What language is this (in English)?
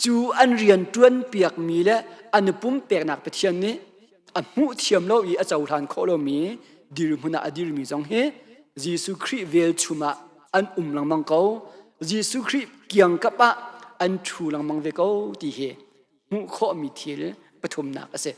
Hakha Chin